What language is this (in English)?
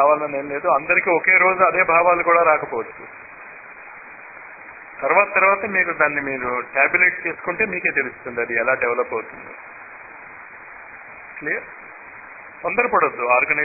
Telugu